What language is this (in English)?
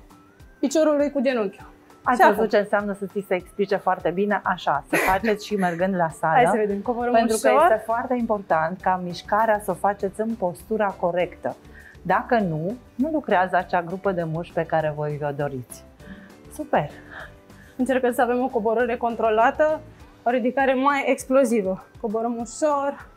Romanian